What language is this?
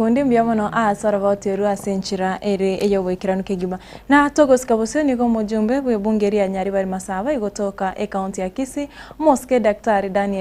Gusii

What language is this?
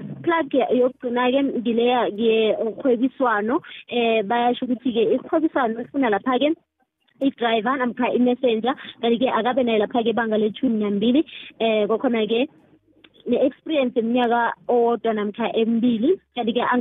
South Ndebele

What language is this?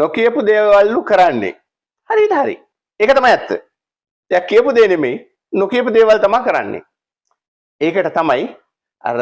Sinhala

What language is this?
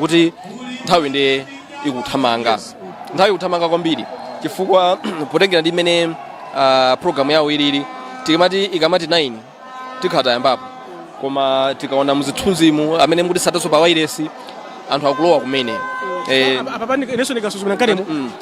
Nyanja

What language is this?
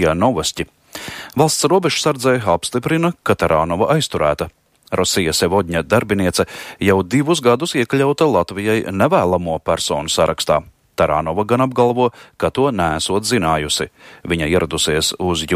Latvian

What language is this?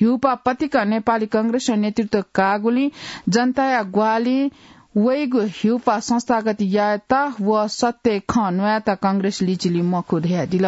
Newari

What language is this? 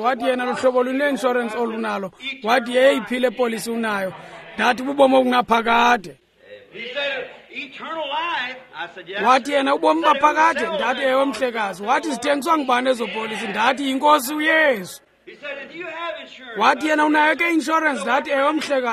Xhosa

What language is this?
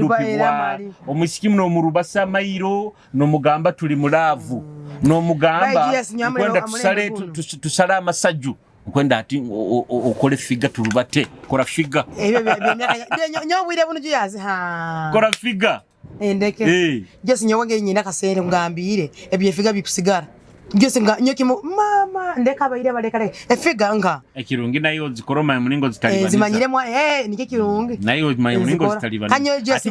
Nyoro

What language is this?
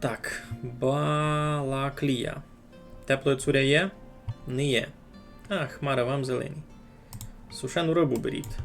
Rusyn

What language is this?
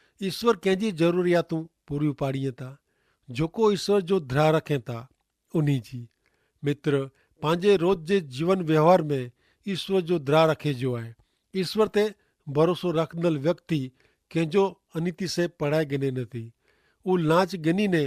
Kachhi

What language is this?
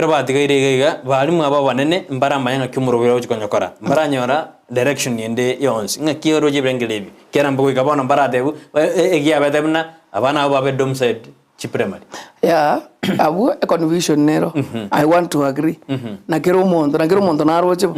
Gusii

